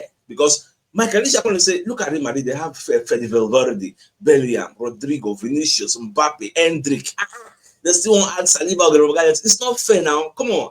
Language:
Nigerian Pidgin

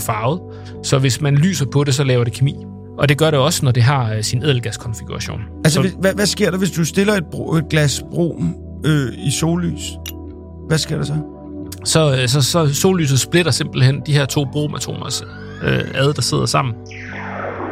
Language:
Danish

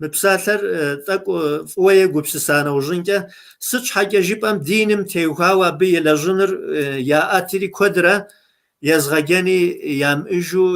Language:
Kabardian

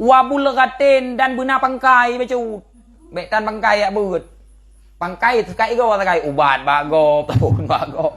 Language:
Achinese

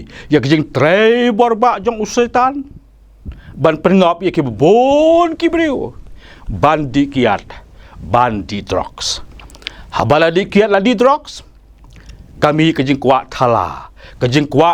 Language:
Khasi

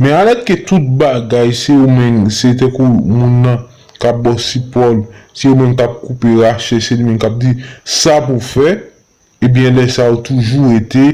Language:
Haitian Creole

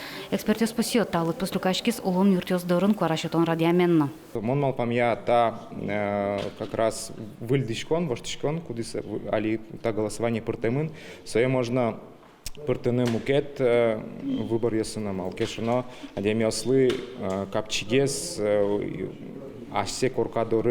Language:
Udmurt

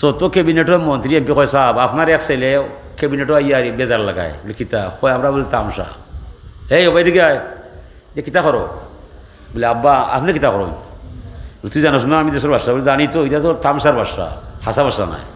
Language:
Sylheti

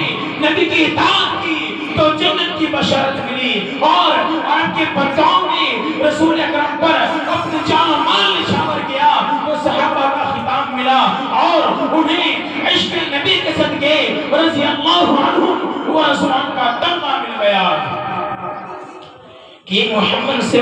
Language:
Urdu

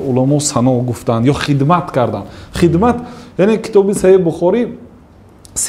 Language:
Tajik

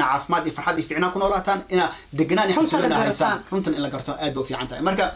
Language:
Somali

